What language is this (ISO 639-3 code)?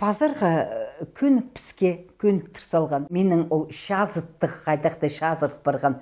kjh